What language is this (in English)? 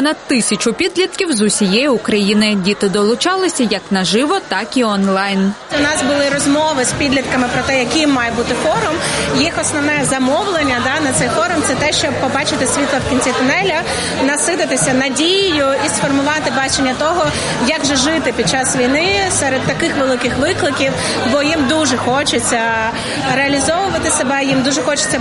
Ukrainian